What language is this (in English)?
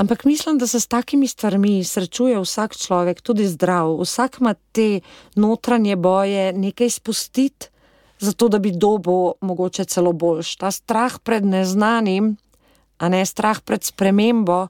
Slovenian